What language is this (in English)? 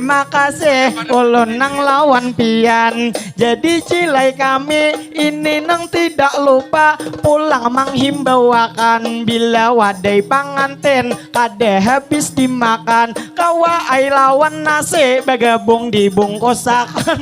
Banjar